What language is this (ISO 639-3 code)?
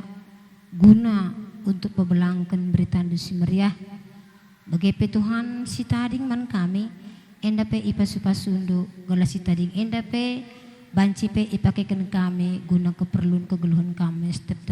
btx